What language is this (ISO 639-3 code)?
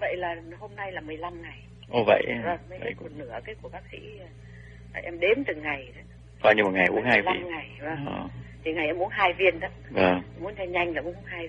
vie